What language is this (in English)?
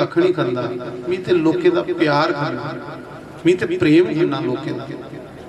Dogri